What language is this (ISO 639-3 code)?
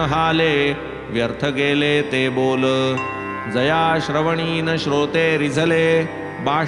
mar